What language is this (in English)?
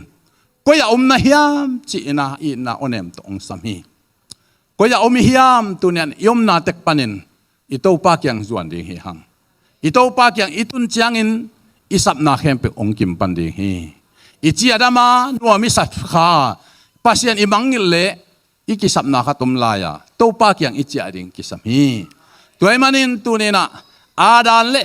Tedim Chin